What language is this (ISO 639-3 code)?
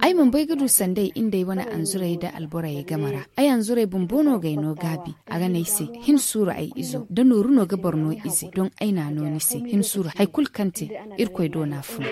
dje